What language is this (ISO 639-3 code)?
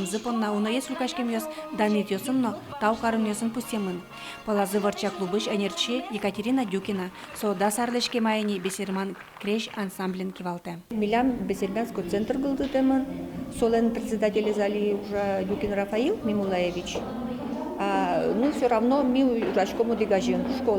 udm